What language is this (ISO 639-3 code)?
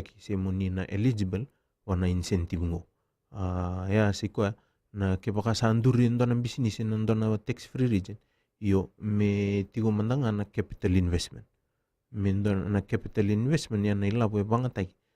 fij